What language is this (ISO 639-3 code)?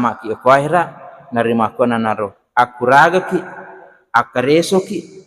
bug